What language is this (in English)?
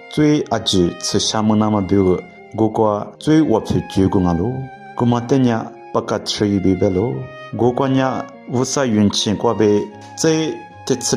Lisu